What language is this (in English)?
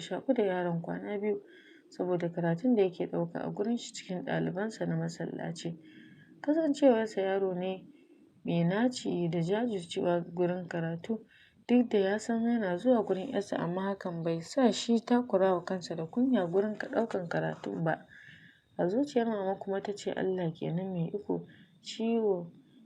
Hausa